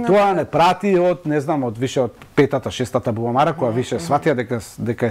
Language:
Macedonian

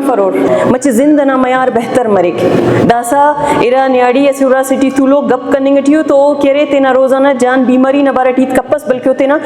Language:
Brahui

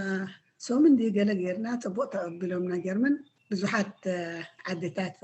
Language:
Tigrinya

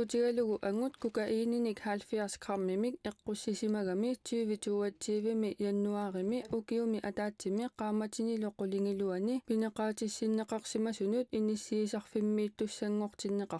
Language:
Kalaallisut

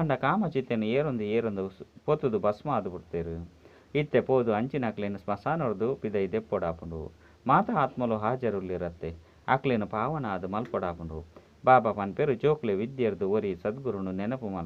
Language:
Tulu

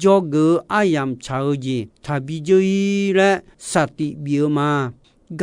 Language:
Akha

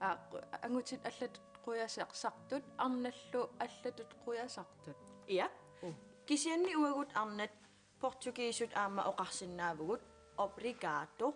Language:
Kalaallisut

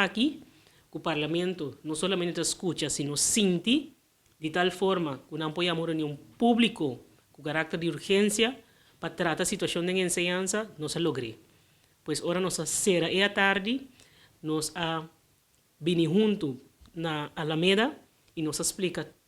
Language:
Papiamento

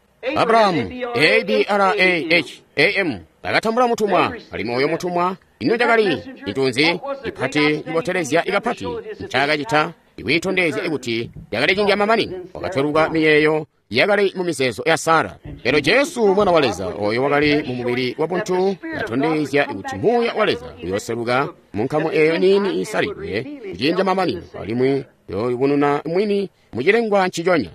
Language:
Tonga (Zambia)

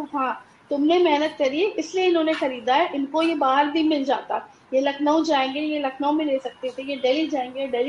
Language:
Hindi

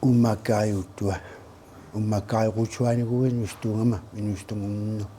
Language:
Kalaallisut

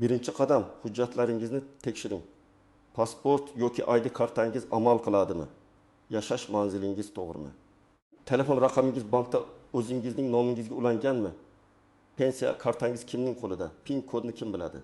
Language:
Uzbek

